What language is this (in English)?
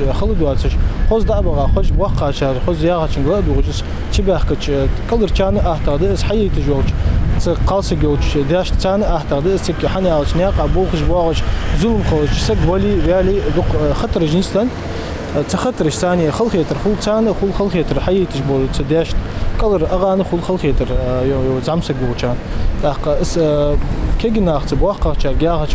Ingush